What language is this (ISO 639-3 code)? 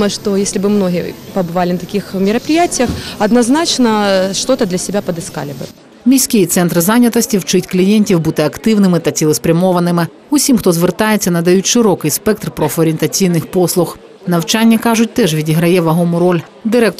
ukr